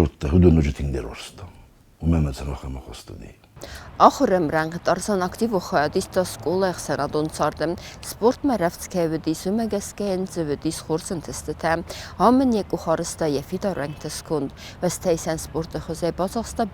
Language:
Ossetic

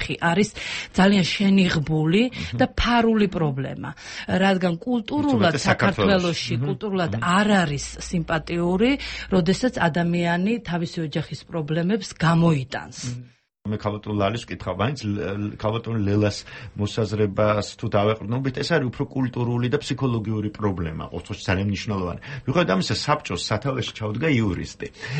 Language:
Georgian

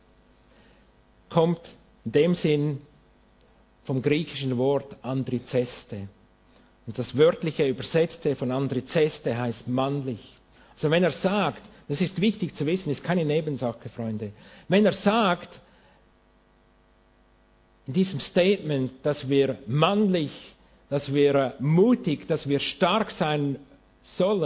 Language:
German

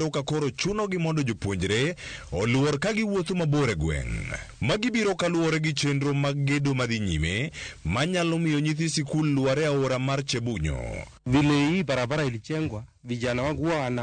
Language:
Luo (Kenya and Tanzania)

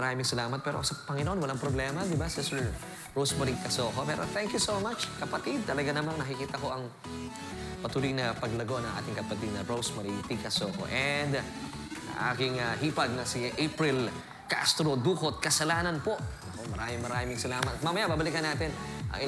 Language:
Filipino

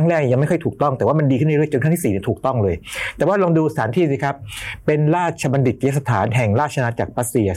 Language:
Thai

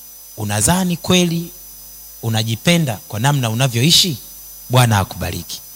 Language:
Swahili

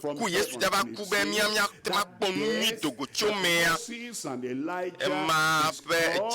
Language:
Ewe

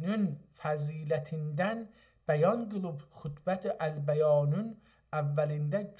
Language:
South Azerbaijani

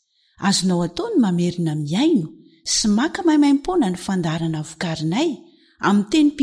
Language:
Malagasy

